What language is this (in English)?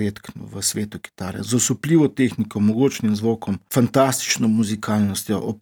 Slovenian